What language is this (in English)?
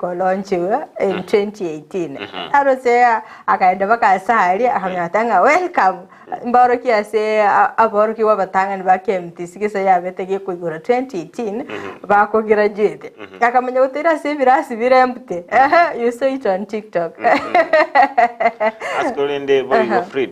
Gusii